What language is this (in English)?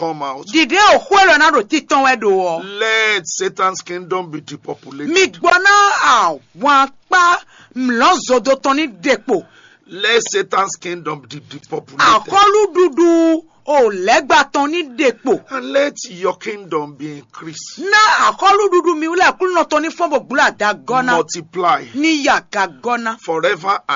Fon